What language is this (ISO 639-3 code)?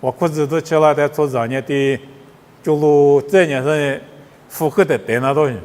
lis